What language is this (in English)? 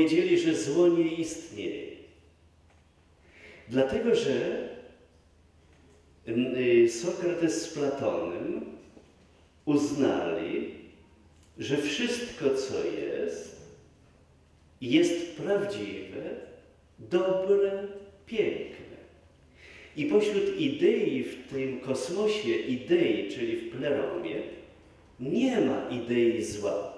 Polish